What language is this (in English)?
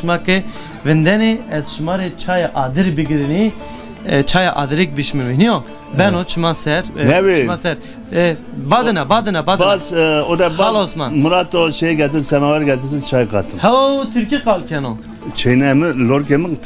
Zaza